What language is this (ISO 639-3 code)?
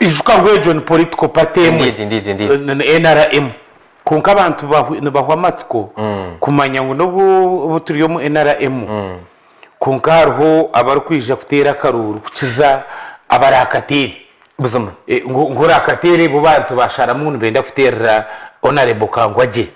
nyn